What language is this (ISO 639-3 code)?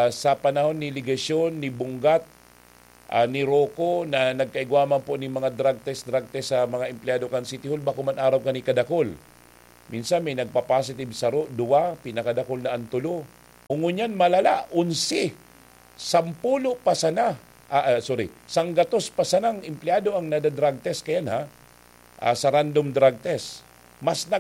bik